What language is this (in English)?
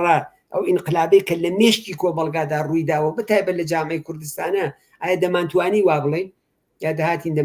Central Kurdish